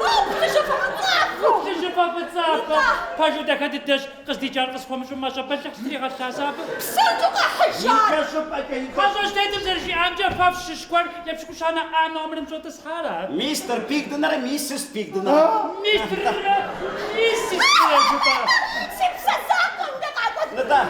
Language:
Kabardian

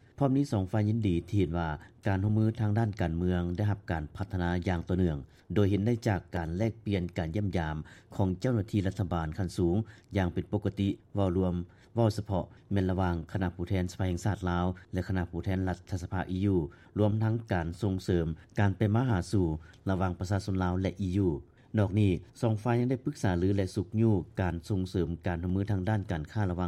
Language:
Lao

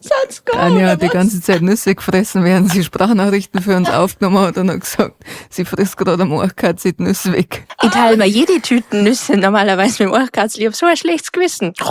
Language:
Bavarian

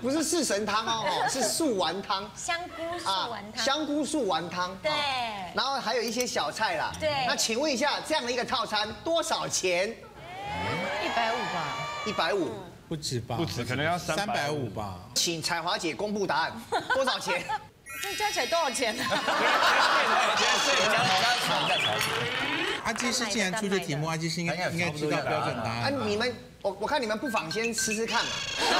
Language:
Chinese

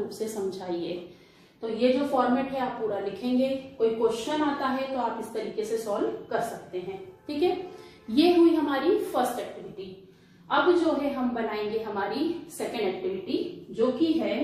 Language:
Hindi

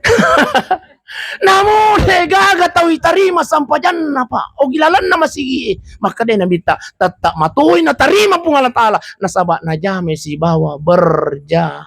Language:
Buginese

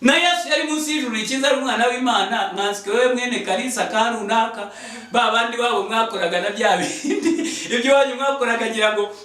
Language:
Kinyarwanda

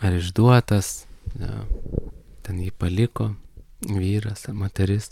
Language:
Lithuanian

